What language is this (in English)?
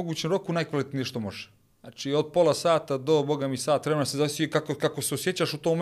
Bosnian